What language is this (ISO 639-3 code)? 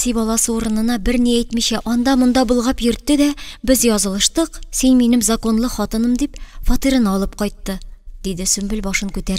tat